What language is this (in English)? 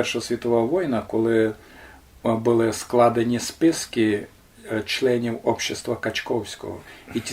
Rusyn